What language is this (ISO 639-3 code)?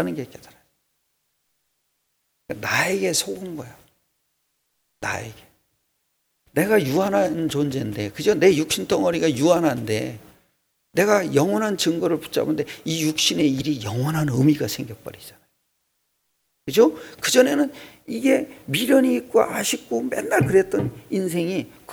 kor